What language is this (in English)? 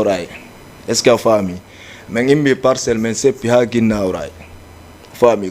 Fula